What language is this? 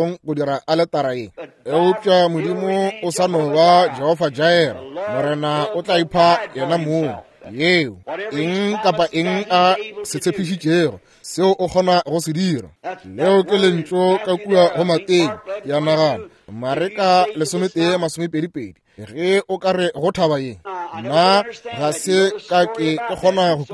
Northern Sotho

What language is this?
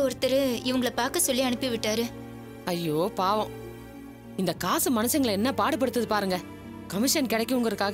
Tamil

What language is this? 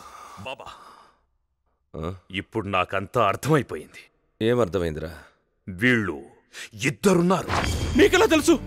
Telugu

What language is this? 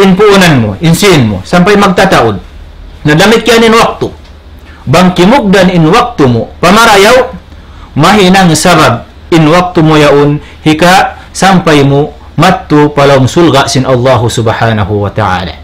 Tausug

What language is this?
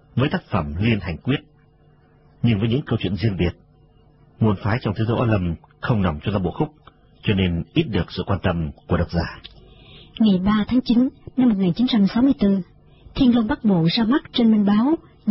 Vietnamese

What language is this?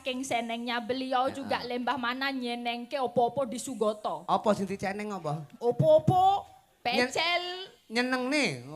Javanese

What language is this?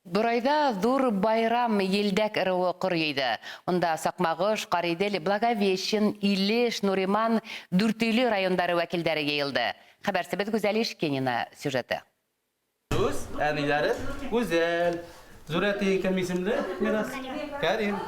Bashkir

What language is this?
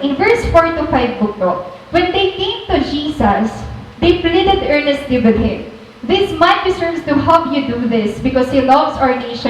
Waray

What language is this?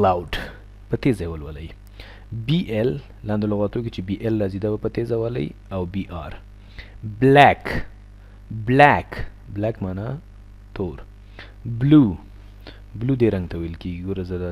Pashto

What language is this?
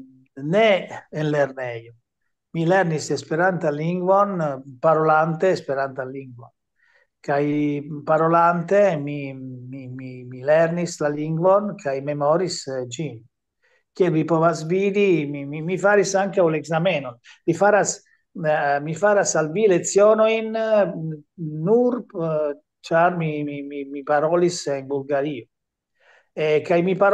Esperanto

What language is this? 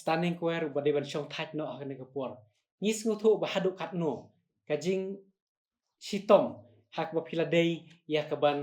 Khasi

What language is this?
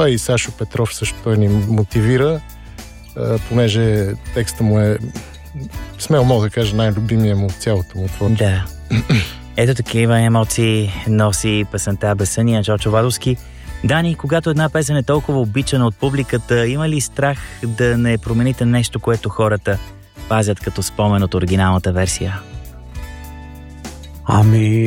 Bulgarian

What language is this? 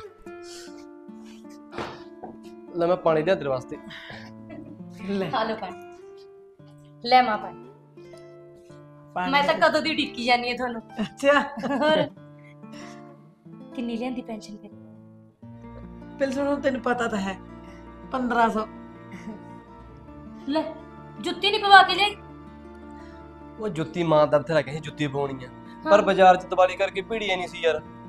Punjabi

